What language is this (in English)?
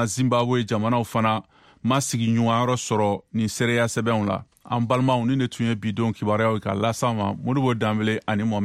Bambara